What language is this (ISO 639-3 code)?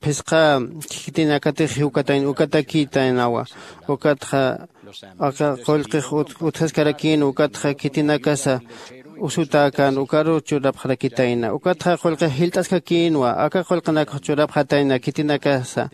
aym